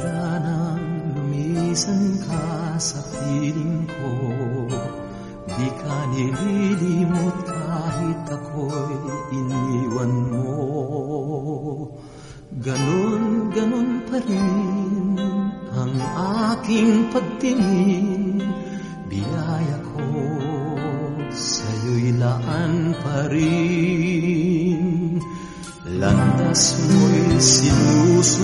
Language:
Filipino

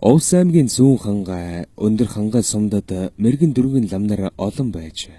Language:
Mongolian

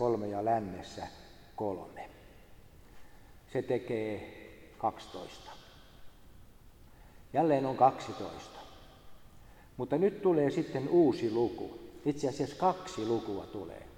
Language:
Finnish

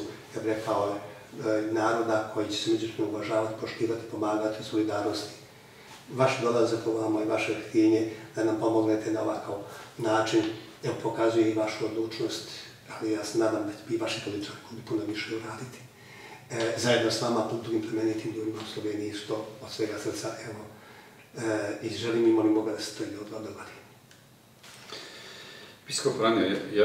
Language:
Croatian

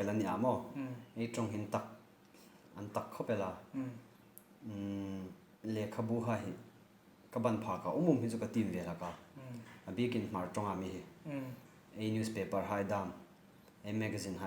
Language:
Hmar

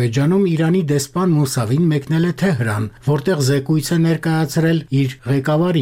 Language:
Armenian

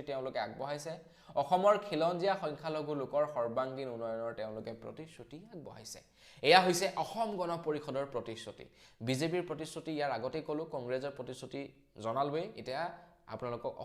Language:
Assamese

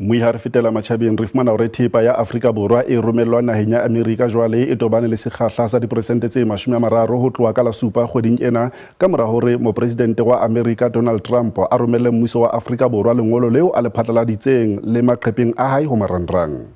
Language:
Southern Sotho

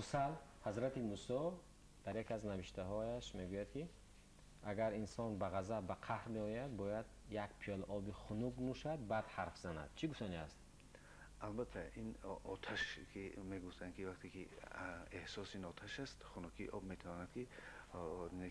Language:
Persian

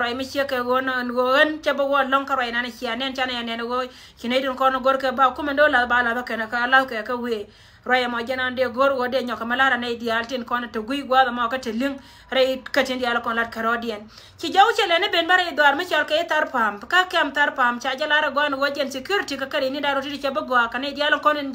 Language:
Nuer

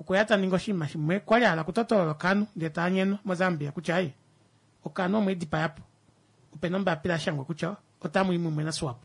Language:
Kuanyama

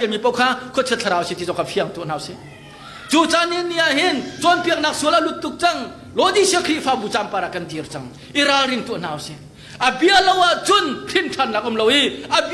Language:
Hakha Chin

